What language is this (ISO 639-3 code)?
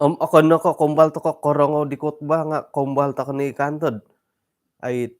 dtp